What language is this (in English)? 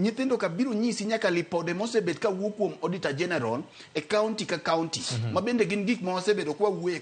Luo (Kenya and Tanzania)